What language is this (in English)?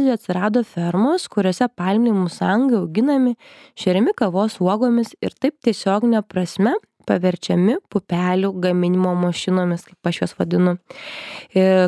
Lithuanian